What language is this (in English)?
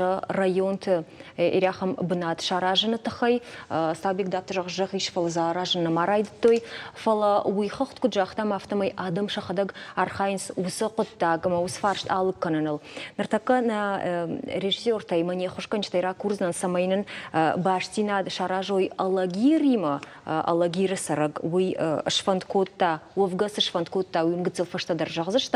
Ossetic